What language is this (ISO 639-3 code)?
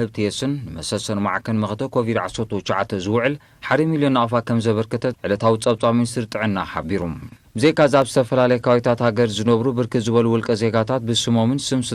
tir